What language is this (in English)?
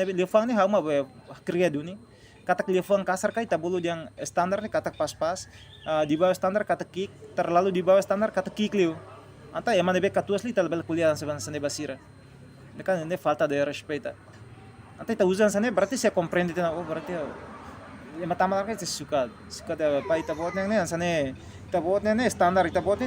Tetum